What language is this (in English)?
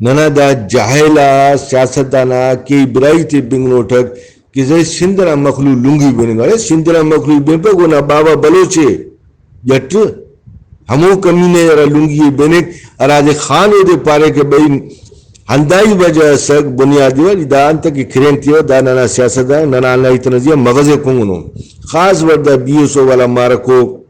Brahui